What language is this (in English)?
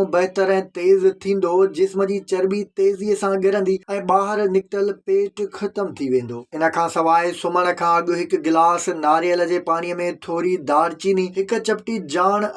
Sindhi